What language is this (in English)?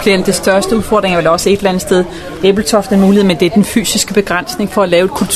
Danish